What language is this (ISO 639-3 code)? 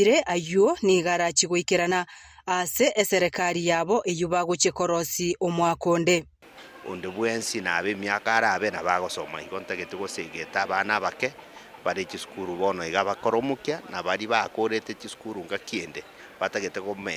guz